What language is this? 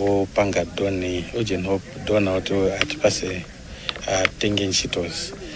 Nyanja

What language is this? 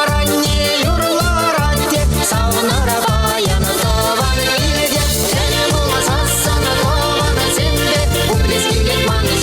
Chuvash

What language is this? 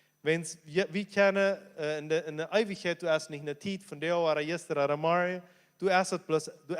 Plautdietsch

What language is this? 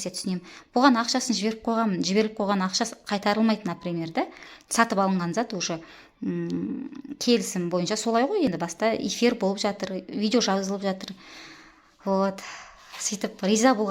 Kazakh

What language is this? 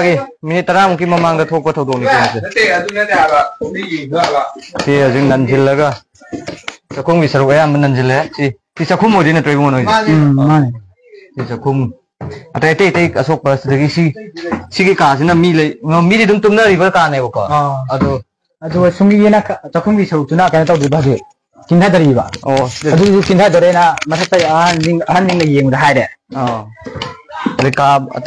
Manipuri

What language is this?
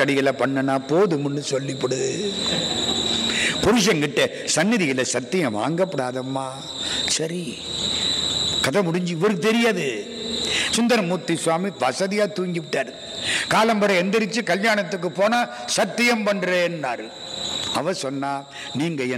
Tamil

